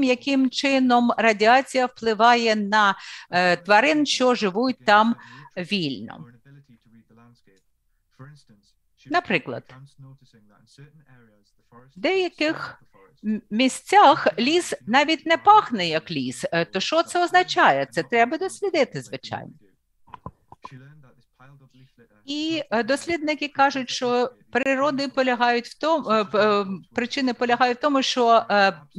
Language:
Ukrainian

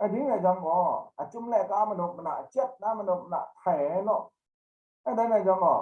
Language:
Kachin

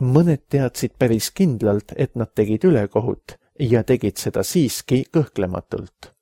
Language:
Estonian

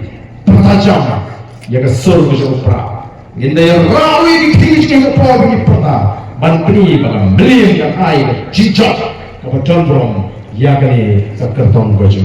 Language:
Khasi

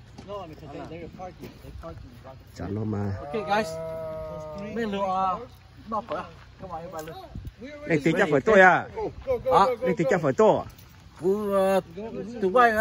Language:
Vietnamese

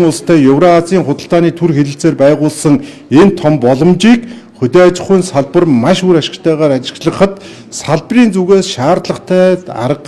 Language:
Mongolian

